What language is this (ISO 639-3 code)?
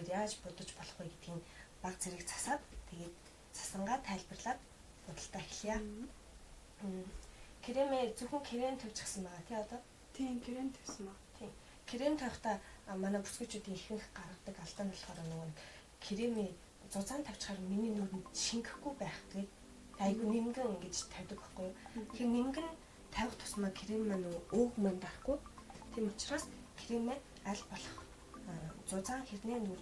mon